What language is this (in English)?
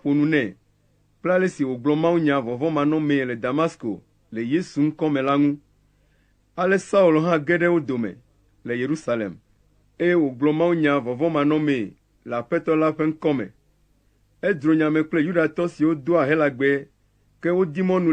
Ewe